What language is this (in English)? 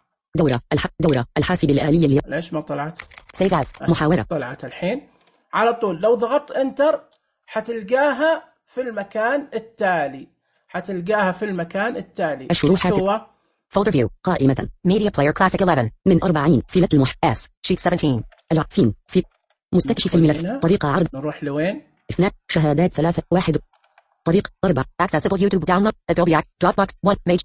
Najdi Arabic